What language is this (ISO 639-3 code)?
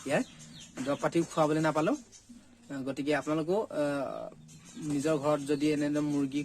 asm